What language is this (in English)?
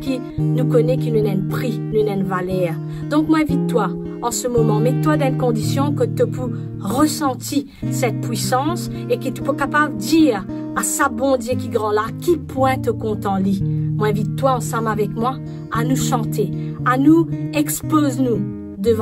Morisyen